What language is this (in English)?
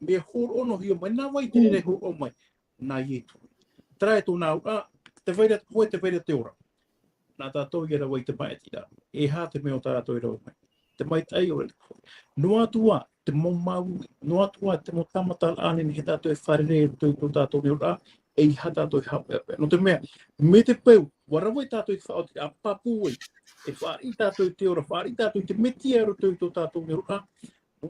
Tahitian